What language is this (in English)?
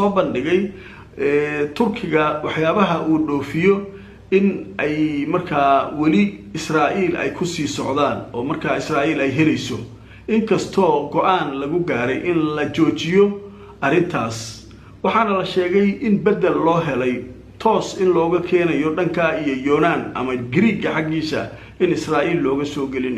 Somali